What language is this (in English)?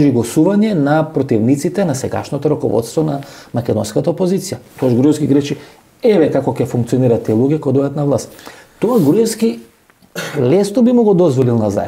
Macedonian